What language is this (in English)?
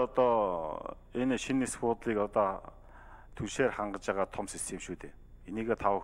Mongolian